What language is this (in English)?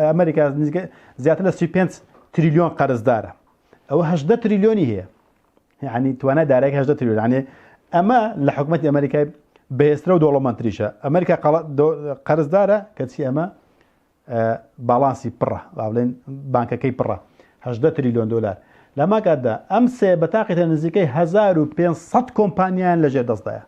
Central Kurdish